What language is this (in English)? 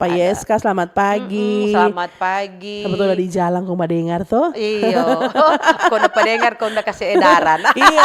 Manado Malay